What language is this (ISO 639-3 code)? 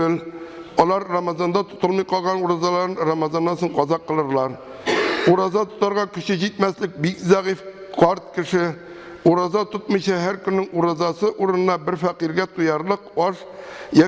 tat